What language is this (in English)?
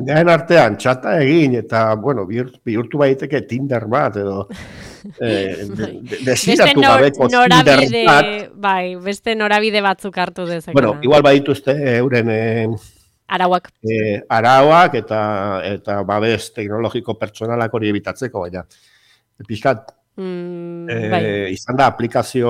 Basque